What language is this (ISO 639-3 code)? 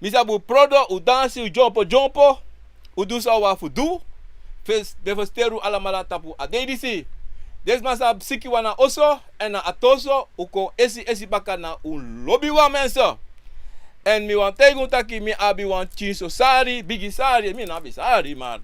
srn